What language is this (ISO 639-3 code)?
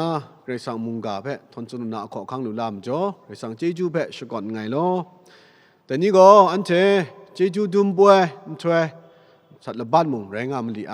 kac